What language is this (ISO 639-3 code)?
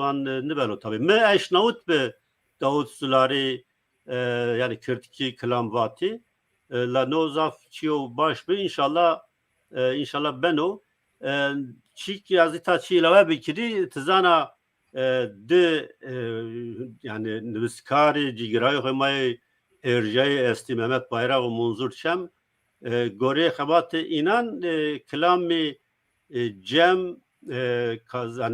zza